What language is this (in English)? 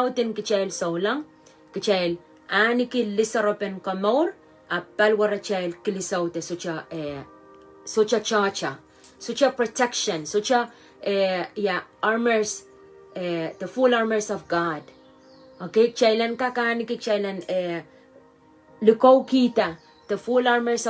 Pohnpeian